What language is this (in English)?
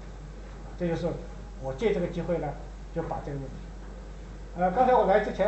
Chinese